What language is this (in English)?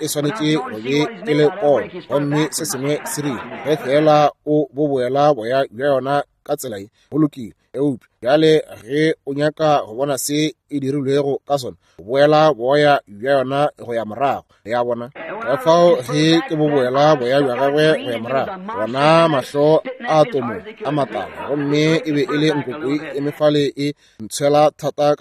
Northern Sotho